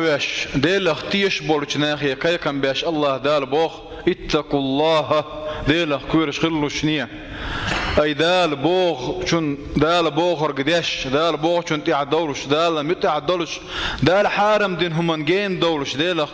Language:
Chechen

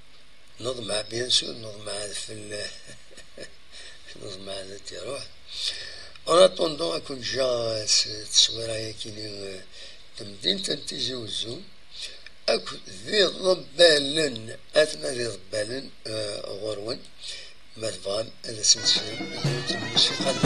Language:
Kabyle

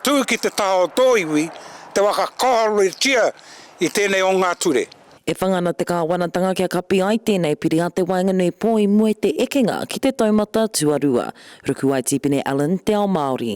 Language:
Māori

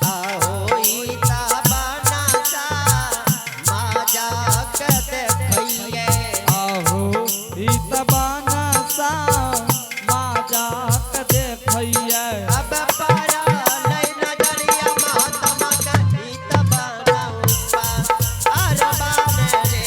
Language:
Angika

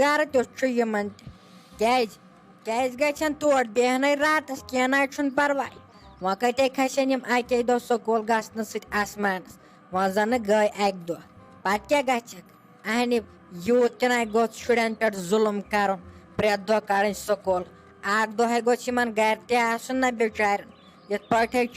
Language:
Kashmiri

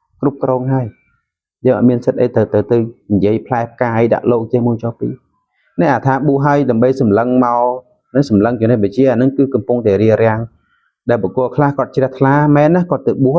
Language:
Khmer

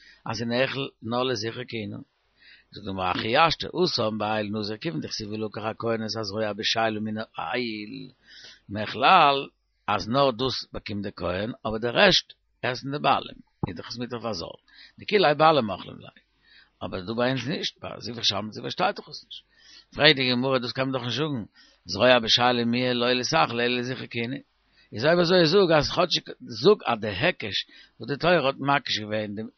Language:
Yiddish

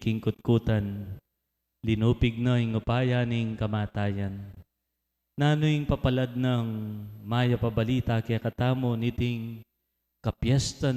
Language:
Pampanga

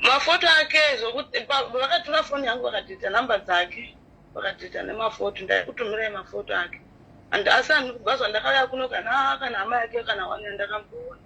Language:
Shona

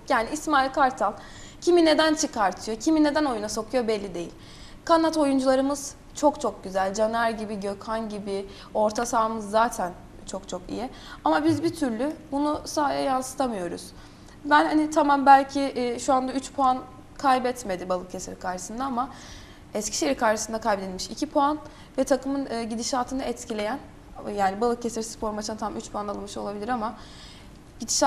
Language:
Turkish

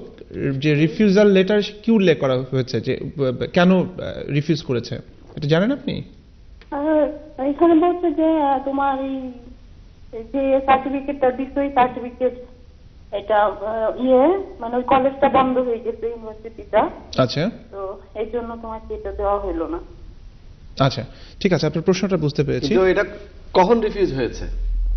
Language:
Bangla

